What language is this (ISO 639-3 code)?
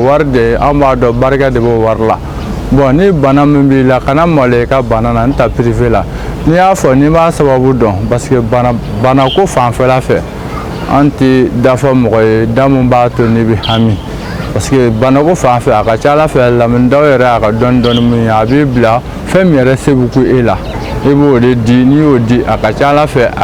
bam